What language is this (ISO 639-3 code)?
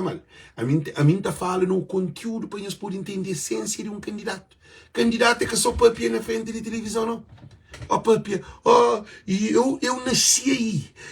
kea